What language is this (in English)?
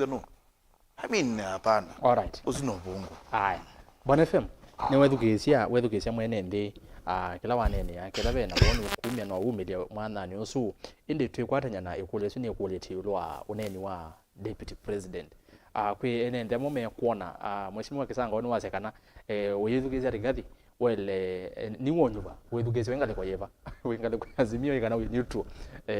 Kamba